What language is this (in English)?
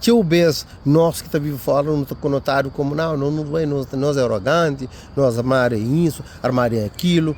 Kabuverdianu